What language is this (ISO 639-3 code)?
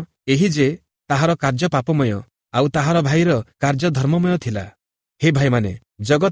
ori